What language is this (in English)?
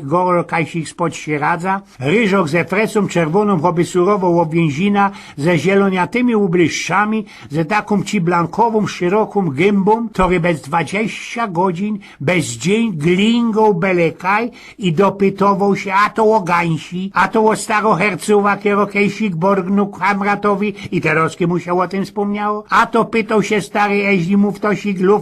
Silesian